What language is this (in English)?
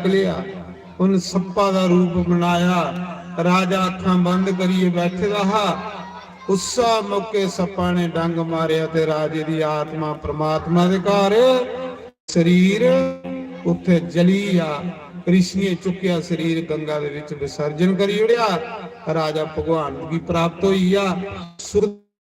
Dogri